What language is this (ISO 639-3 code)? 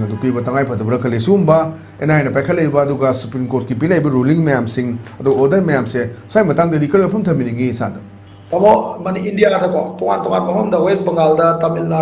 mni